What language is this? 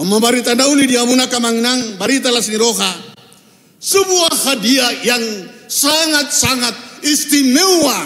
Batak Toba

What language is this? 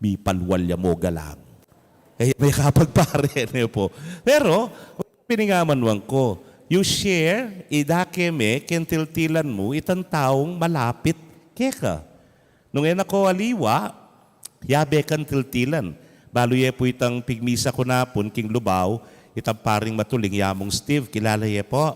Pampanga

